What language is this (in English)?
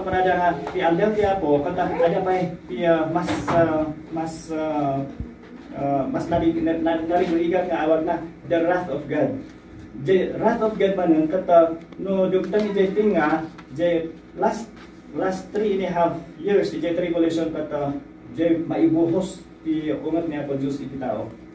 Iloko